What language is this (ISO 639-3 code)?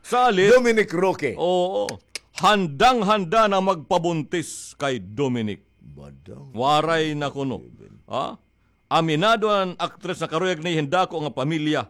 war